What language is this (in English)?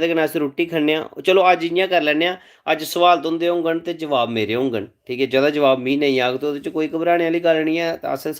Dogri